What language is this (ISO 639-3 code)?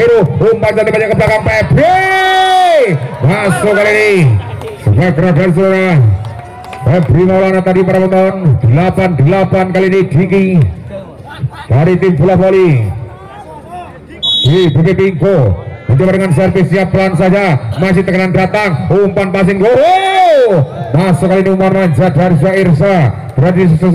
ind